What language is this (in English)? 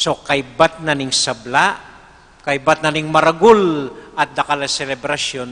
Pampanga